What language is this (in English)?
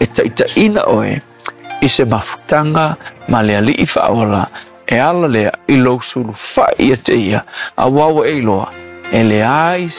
Samoan